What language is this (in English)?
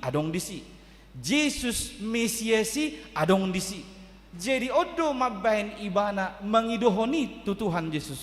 Batak Toba